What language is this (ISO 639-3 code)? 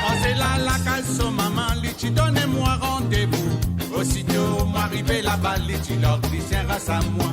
mfe